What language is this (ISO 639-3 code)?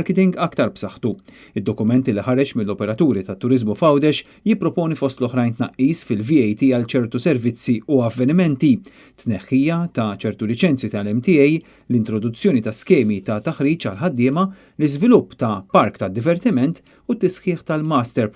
mlt